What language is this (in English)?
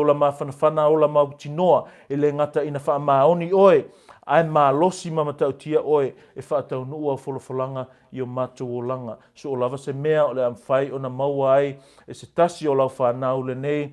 Samoan